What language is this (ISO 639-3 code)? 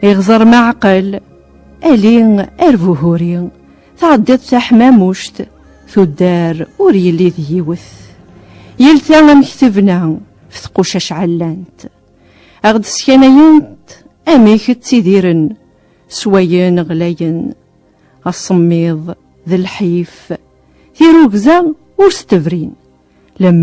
kab